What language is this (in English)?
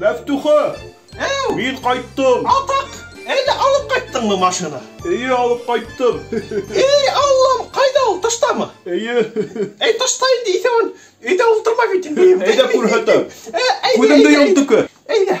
Bashkir